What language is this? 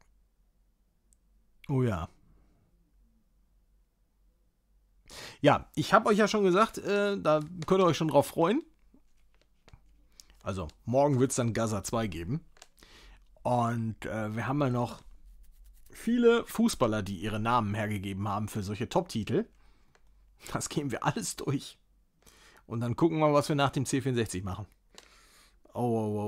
German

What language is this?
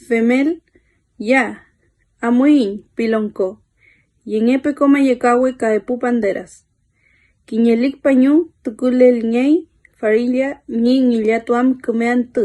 Mapuche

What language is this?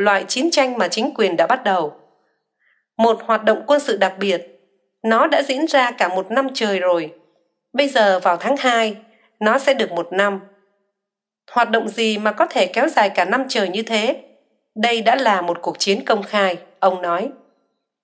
Vietnamese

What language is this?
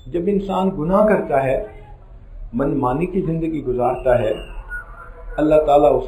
Urdu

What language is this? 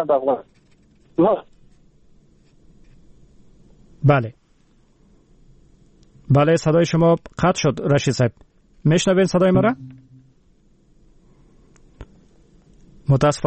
Persian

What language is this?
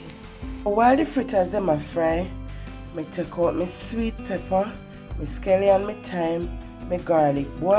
Jamaican Creole English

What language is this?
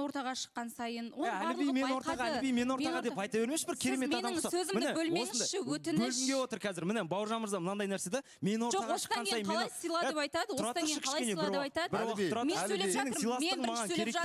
Kazakh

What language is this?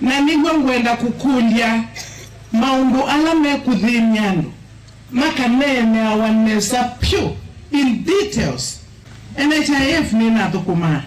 Kamba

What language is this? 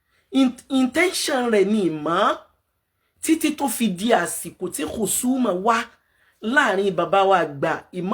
Yoruba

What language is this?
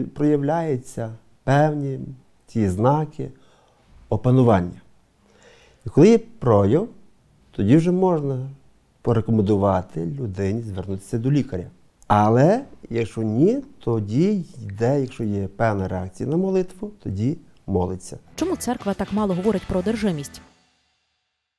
Ukrainian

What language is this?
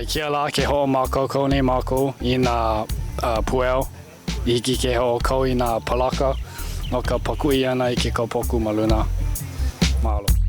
Hawaiian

